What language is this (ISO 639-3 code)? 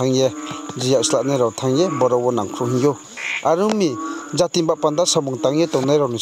ria